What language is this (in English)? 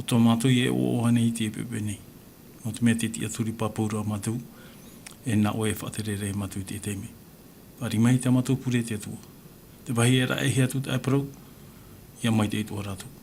Tahitian